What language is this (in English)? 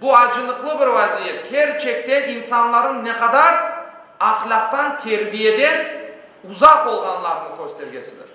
Crimean Tatar